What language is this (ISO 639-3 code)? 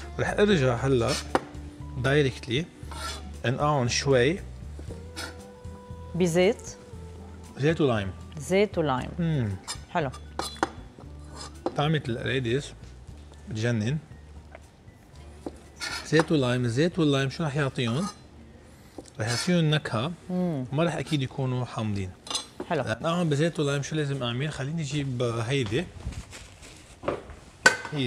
apc